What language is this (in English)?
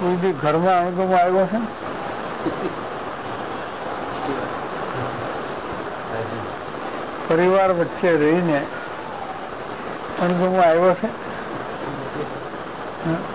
Gujarati